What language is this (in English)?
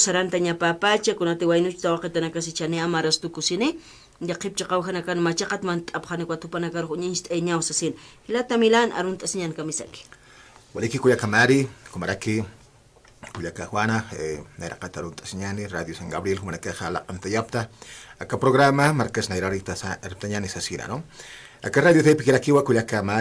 Aymara